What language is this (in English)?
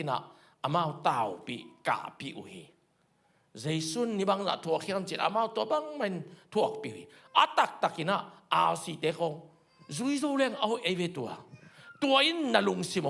Tedim Chin